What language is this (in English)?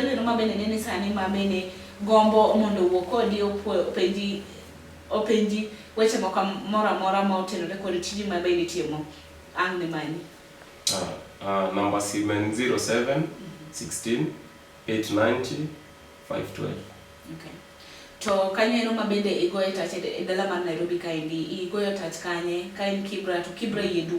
Luo (Kenya and Tanzania)